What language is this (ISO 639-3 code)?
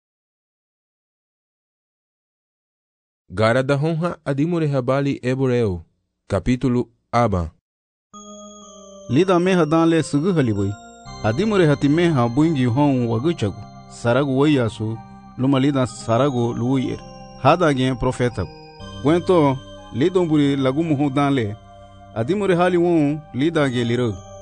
cab